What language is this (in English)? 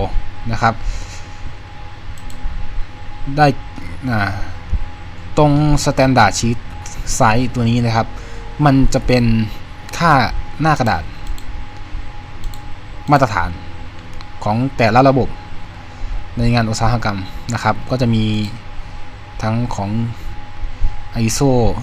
Thai